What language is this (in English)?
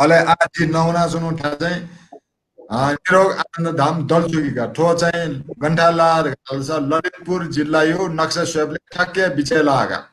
Newari